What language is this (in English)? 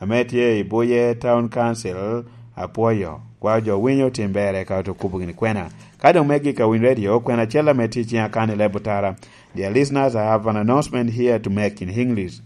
Lango (Uganda)